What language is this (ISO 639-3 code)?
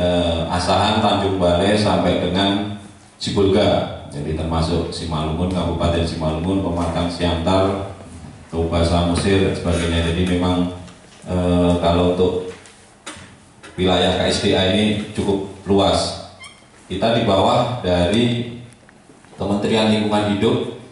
ind